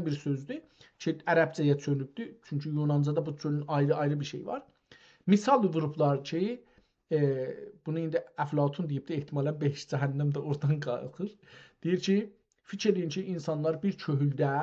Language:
South Azerbaijani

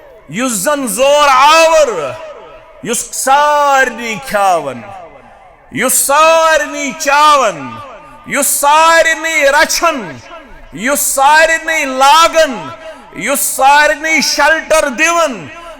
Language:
Kashmiri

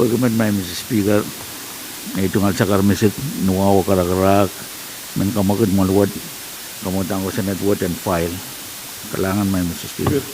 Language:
Pohnpeian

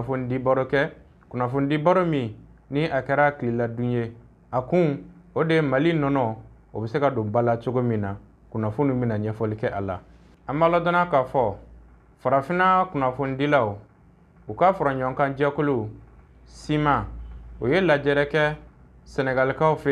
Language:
Bambara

